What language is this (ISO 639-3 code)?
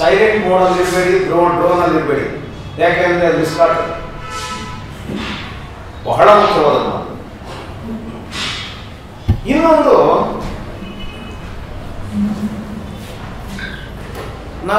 kan